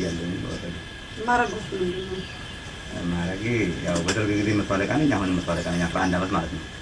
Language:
Amharic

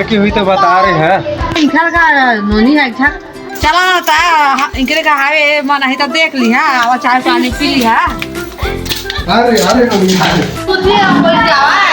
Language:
Chhattisgarhi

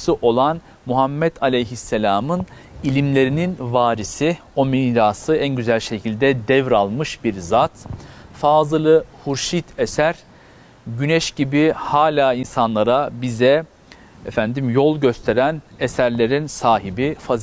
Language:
Turkish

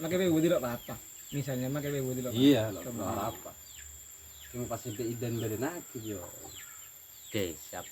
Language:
Madurese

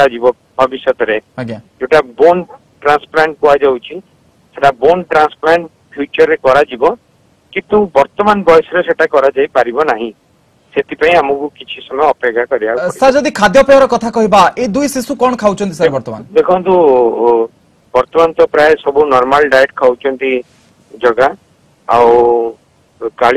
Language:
Odia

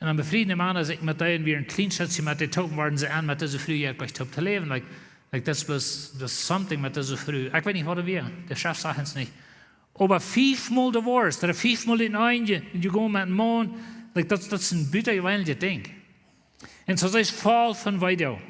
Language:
Plautdietsch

